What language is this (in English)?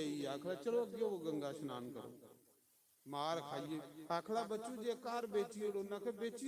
Dogri